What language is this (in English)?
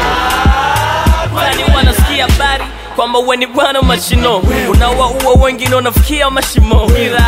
Swahili